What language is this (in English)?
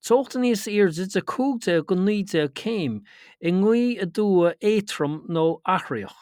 Irish